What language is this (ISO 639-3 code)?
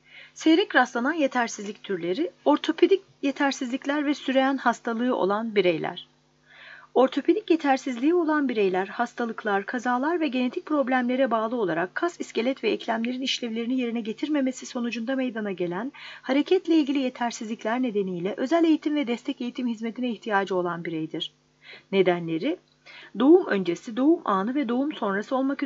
tur